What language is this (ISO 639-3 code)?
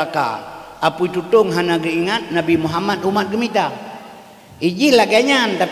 ace